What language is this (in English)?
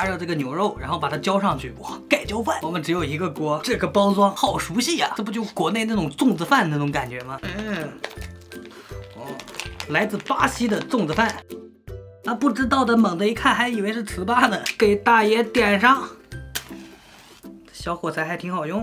Chinese